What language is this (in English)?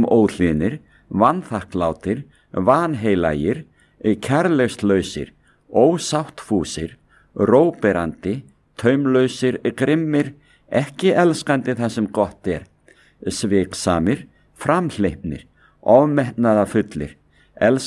Icelandic